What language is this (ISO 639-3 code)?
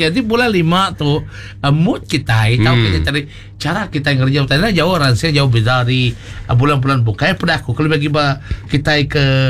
iba